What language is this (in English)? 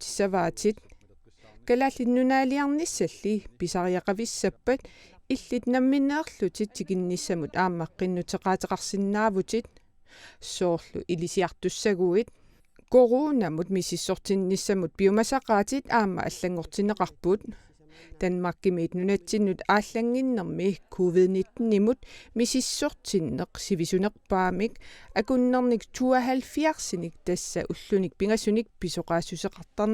Kalaallisut